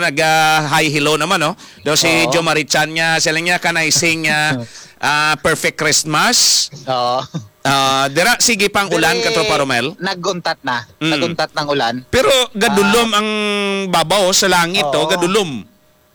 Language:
Hiligaynon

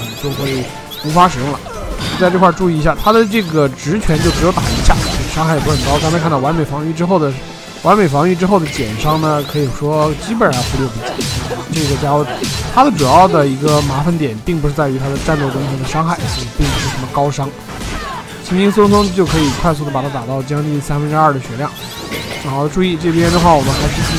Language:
Chinese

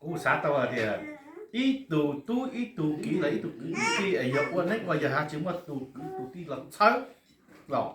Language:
Hmong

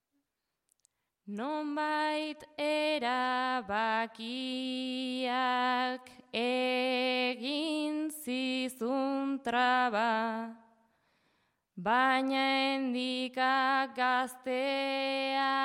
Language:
Basque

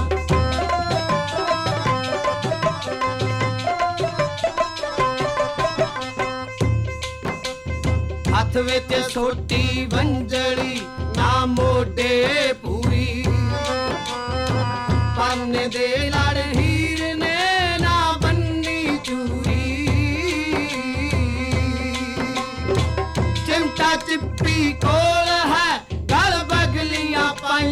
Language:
Punjabi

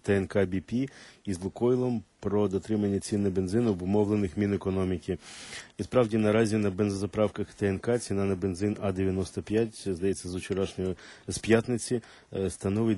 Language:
Ukrainian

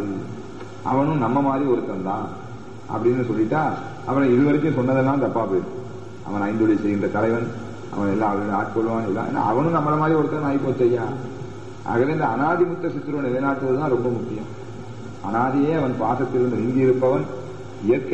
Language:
Tamil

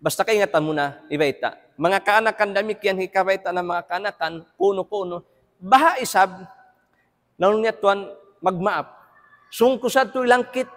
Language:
Tausug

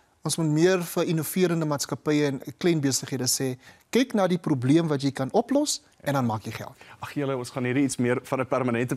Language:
Afrikaans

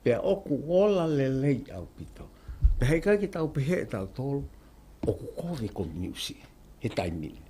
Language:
Tongan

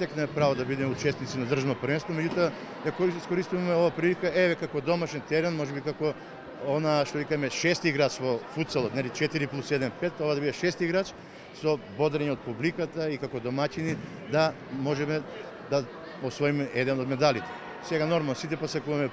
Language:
Macedonian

